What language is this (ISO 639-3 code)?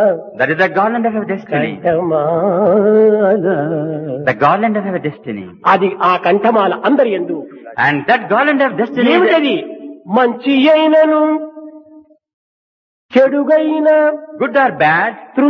tel